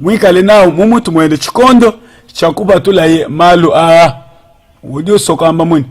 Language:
Luba-Lulua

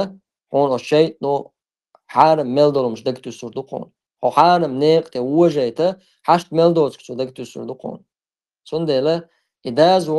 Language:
Chechen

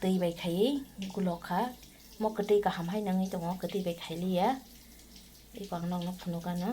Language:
Kok Borok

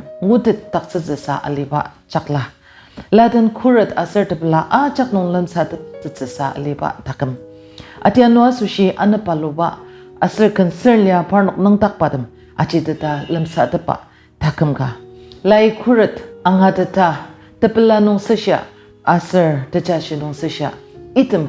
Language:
Ao Naga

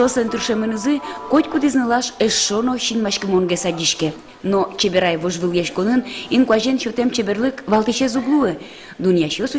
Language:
Udmurt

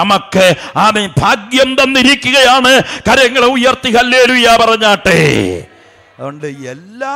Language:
Malayalam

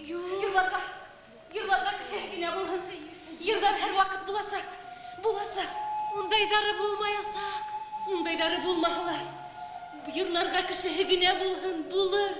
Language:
Bashkir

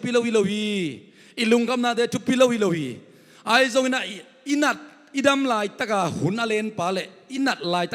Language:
Tedim Chin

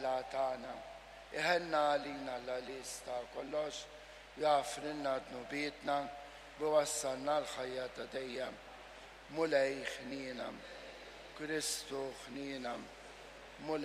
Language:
Maltese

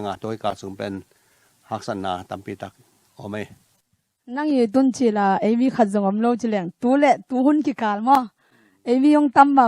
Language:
Tedim Chin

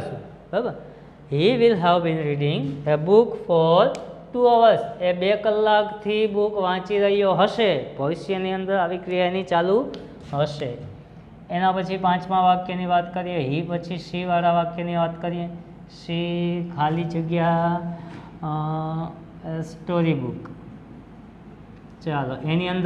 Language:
Gujarati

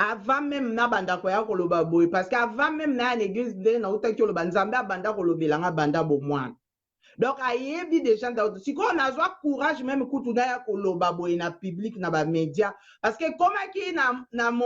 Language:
Lingala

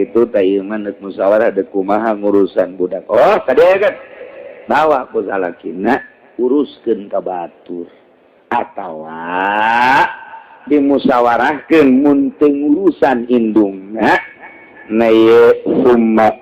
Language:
Sundanese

